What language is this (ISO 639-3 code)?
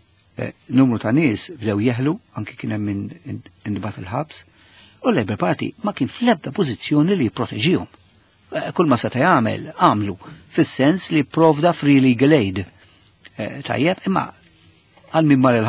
mlt